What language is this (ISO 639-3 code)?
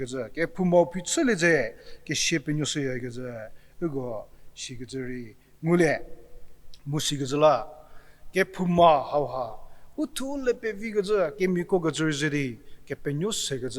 njm